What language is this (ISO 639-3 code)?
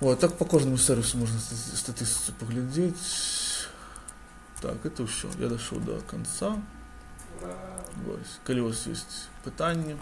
bel